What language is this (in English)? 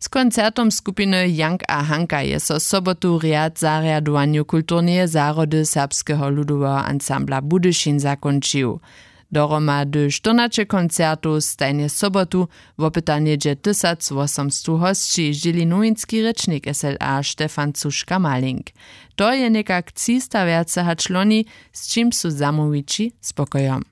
Upper Sorbian